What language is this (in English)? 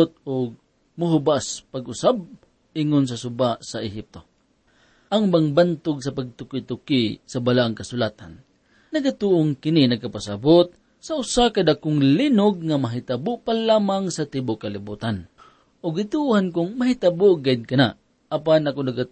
Cebuano